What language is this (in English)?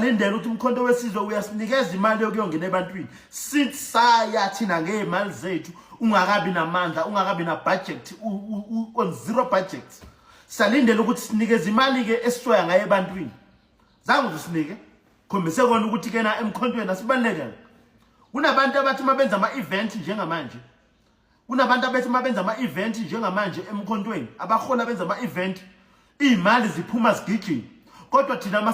Zulu